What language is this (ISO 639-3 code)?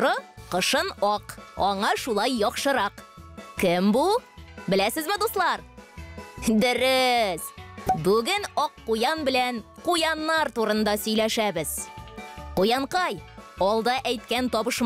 tat